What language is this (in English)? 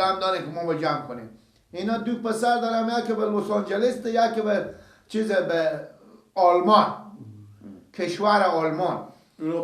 Persian